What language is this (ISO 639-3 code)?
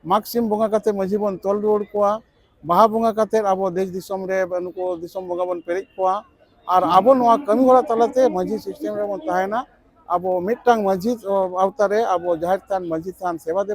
sat